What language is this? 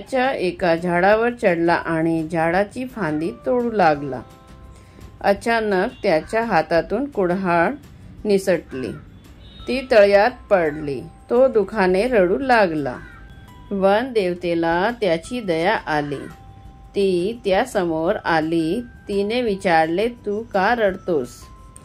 Marathi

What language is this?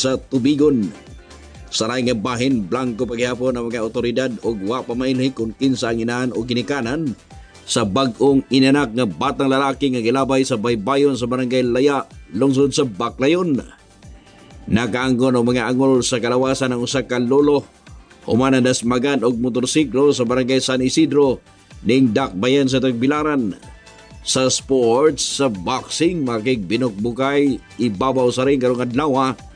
Cebuano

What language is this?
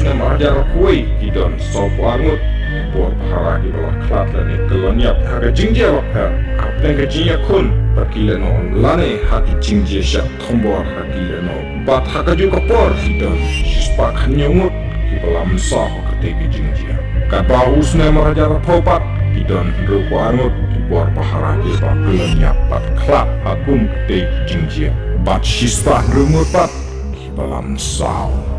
Khasi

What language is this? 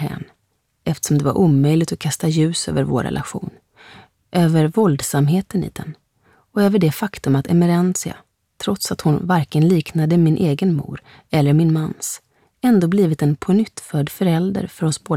Swedish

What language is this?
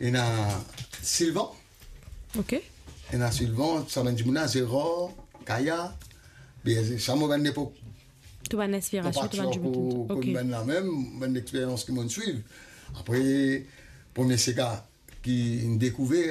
Morisyen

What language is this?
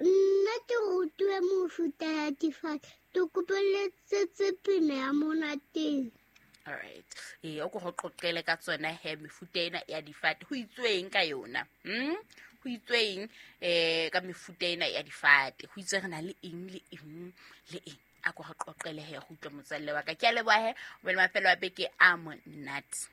Southern Sotho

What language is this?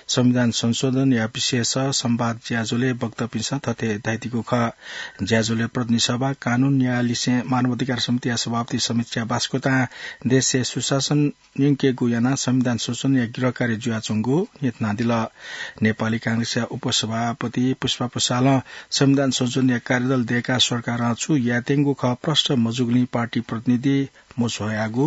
Newari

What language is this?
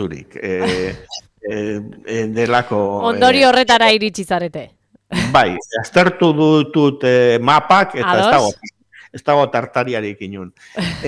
Basque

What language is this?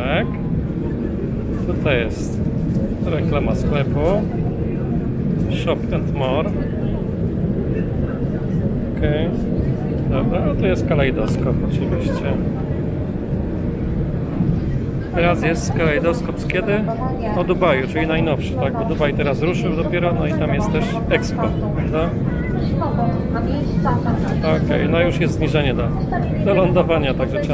Polish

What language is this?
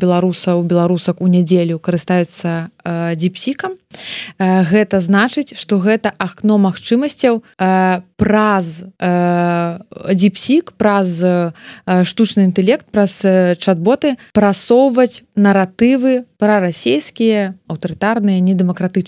Belarusian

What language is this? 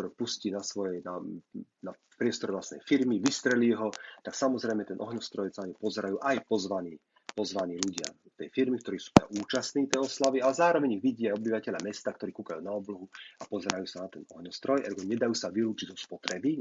Slovak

